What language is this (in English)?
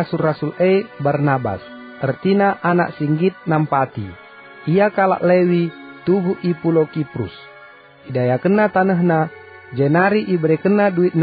Batak Karo